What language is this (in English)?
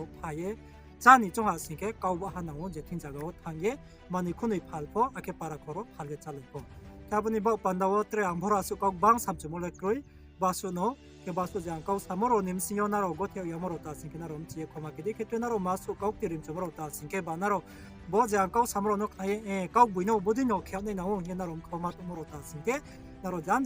Riang (India)